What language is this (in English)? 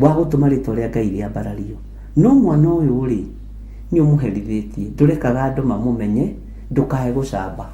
Kikuyu